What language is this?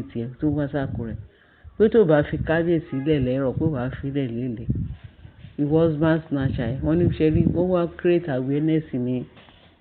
Yoruba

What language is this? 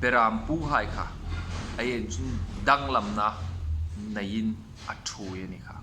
Hmar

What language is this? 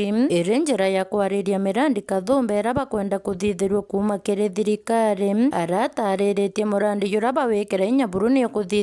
Meru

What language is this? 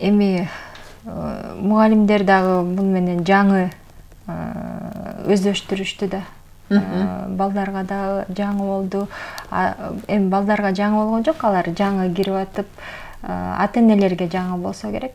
Kyrgyz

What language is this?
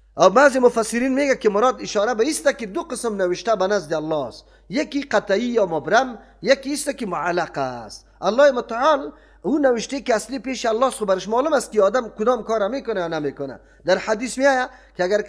Persian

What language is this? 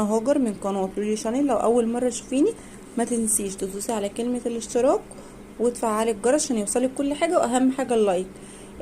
Egyptian Arabic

